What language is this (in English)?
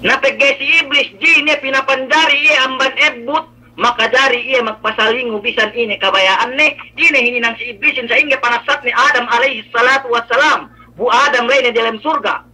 Yakan